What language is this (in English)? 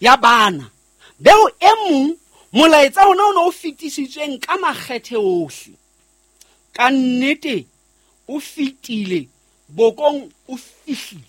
Southern Sotho